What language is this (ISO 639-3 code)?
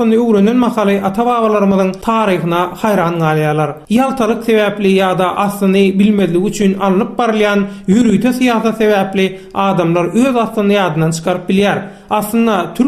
tuk